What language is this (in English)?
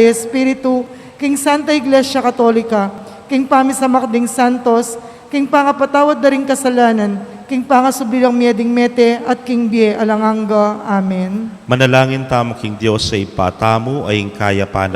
Pampanga